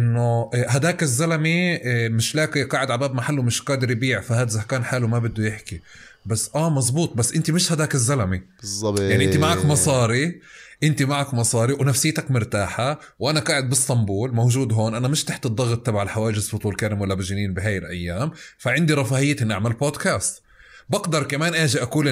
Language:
North Levantine Arabic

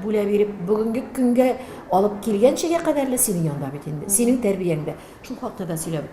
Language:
Tatar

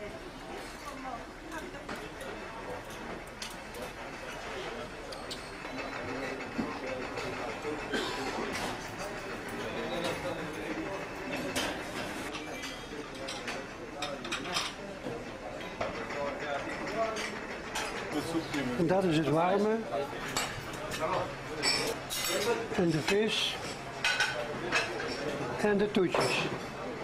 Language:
Dutch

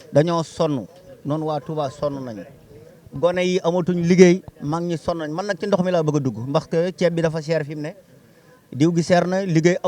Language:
Wolof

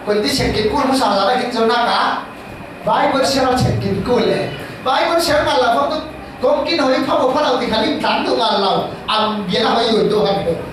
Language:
Falam Chin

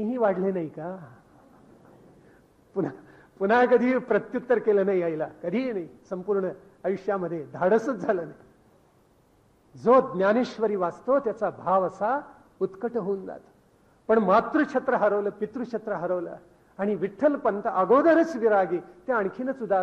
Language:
Marathi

